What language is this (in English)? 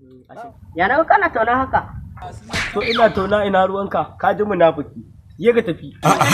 Hausa